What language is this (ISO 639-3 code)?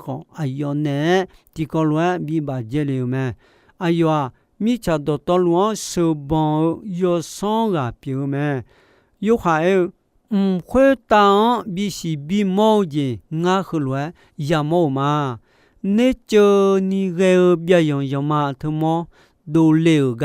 ahk